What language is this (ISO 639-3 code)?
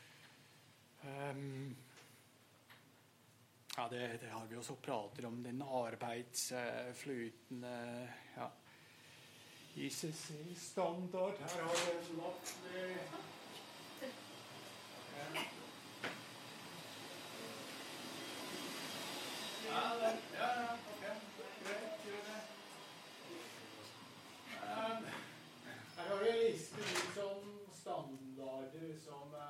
nor